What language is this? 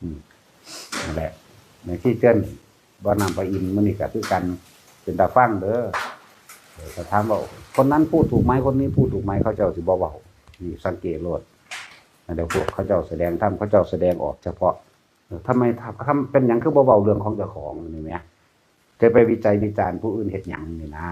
Northeastern Thai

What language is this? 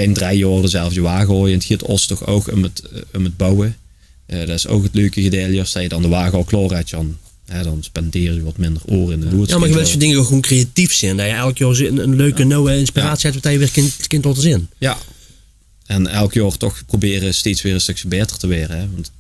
Limburgish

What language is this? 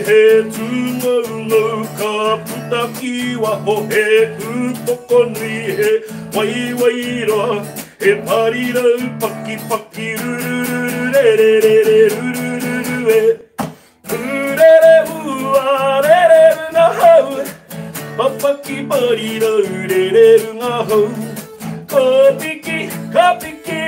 Māori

